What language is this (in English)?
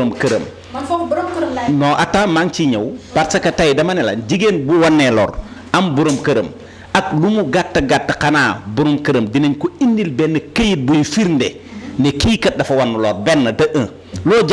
Wolof